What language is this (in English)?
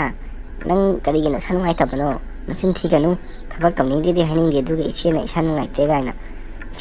Manipuri